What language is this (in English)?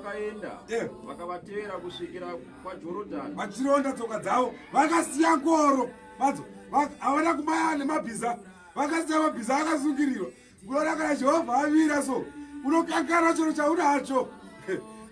Shona